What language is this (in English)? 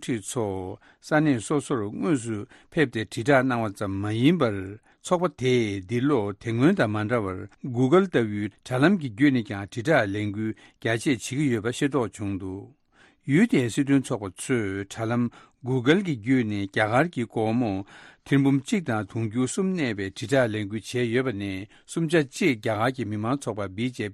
Tibetan